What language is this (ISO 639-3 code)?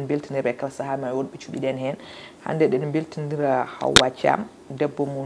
ful